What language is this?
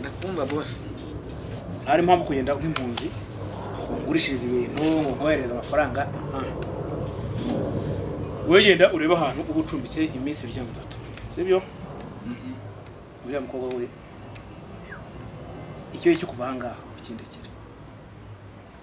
Kinyarwanda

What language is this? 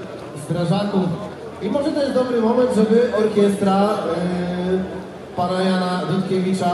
Polish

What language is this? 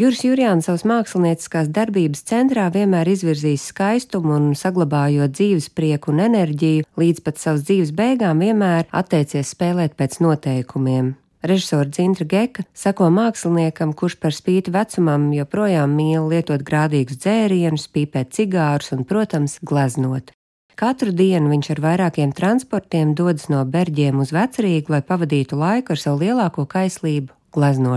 Latvian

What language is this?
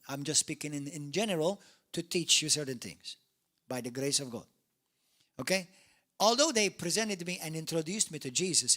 English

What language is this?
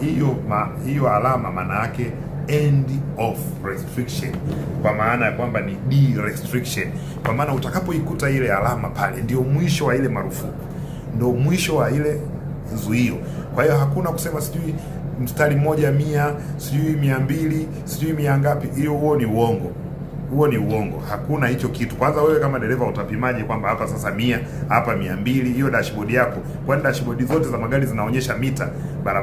Swahili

